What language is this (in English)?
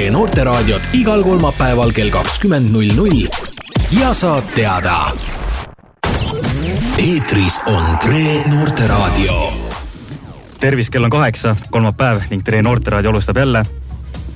Estonian